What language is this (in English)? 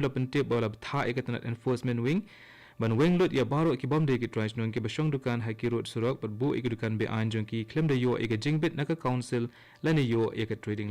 Khasi